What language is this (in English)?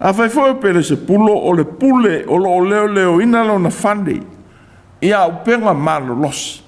Samoan